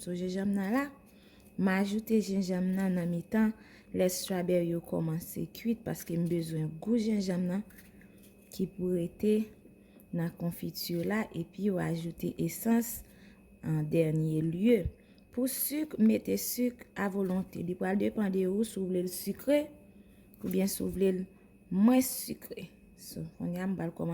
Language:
Haitian Creole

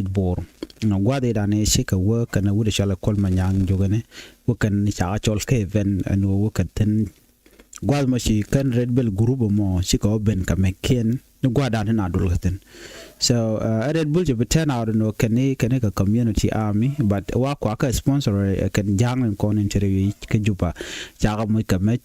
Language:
Nuer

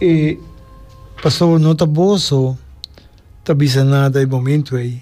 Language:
Papiamento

